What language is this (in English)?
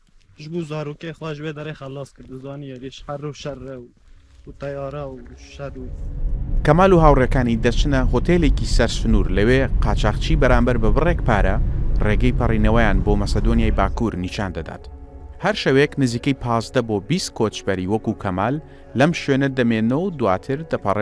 Central Kurdish